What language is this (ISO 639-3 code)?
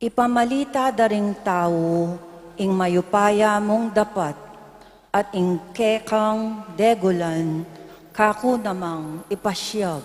pam